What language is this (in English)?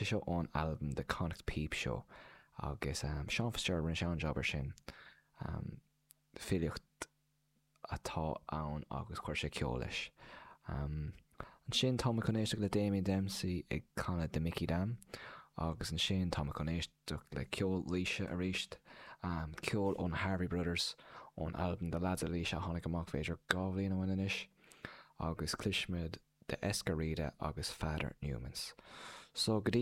Irish